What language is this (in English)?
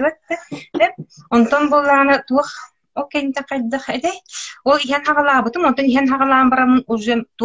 Yakut